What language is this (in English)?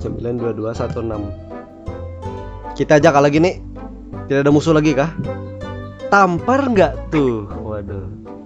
Banjar